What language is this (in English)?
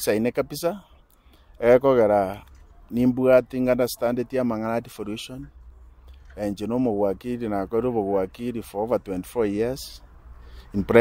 Gusii